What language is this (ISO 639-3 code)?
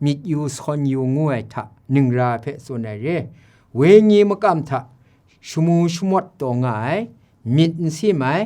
kac